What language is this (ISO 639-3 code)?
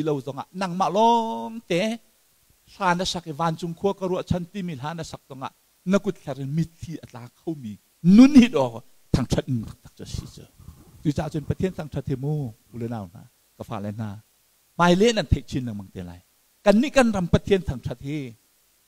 cnh